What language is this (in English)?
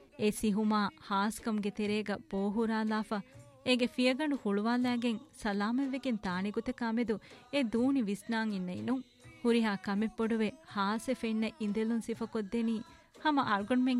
Divehi